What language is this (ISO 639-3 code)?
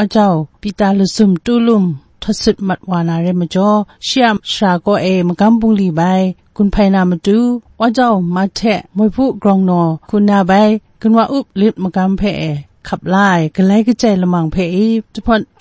kac